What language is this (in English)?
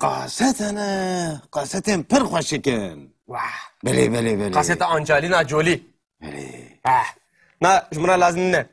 Kurdish